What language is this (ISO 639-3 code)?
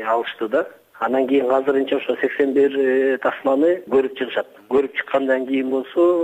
kir